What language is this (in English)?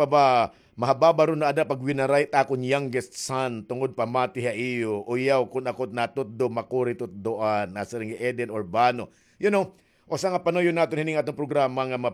Waray